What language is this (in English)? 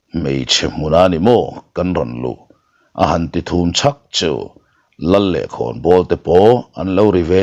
Mizo